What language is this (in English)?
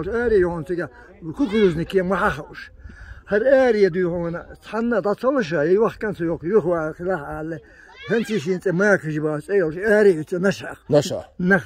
Chechen